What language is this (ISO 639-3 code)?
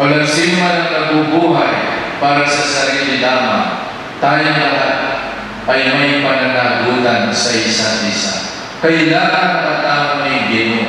pam